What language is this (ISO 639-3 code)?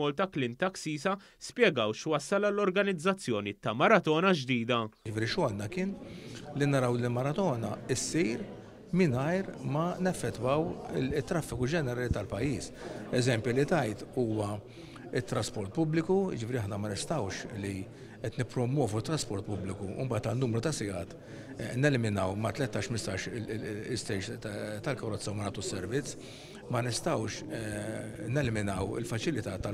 mlt